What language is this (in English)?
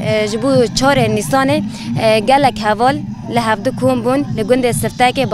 Kurdish